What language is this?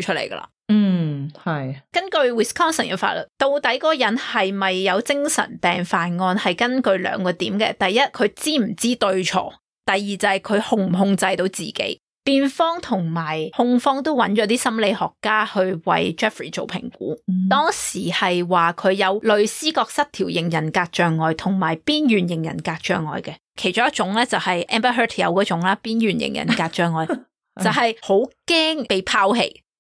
Cantonese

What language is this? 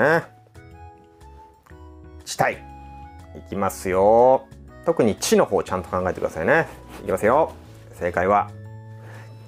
Japanese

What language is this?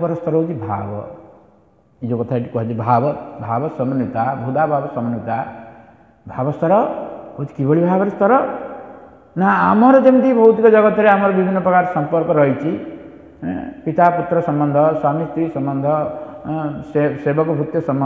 Odia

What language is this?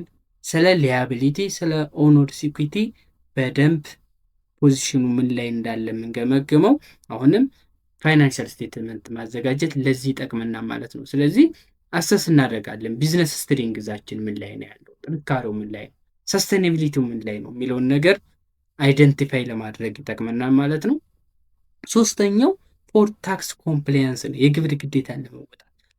Amharic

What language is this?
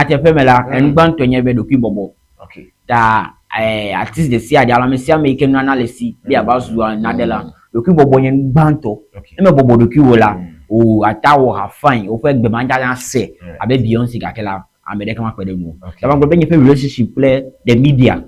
Ewe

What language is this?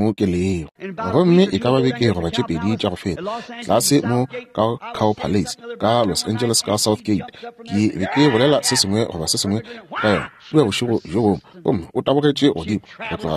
Northern Sotho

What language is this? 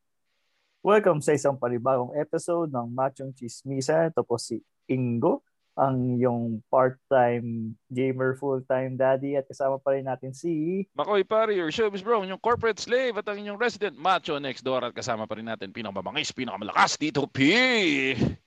Filipino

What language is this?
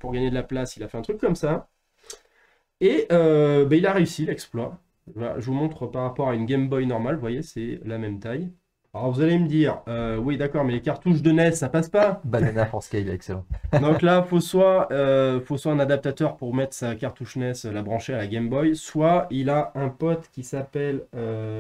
French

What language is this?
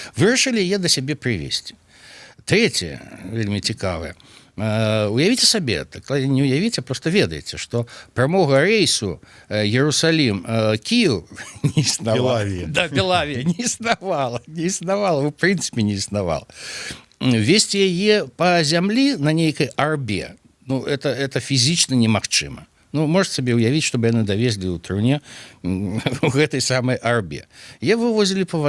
Belarusian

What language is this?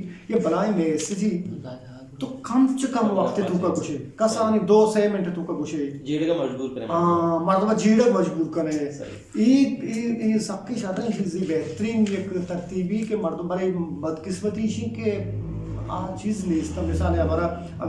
Eastern Balochi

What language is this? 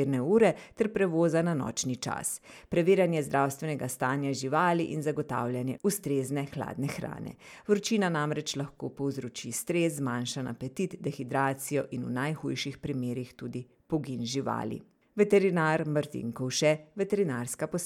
Slovenian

